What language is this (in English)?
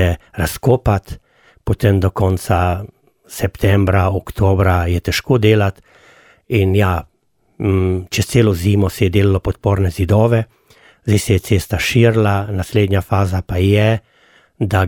Slovenian